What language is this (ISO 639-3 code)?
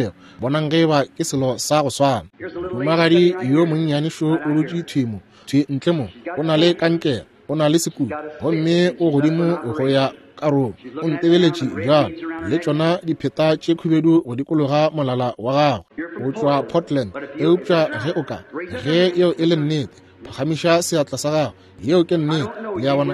nso